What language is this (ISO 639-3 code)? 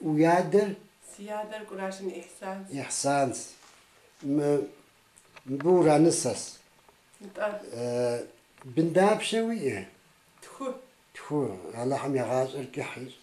kbd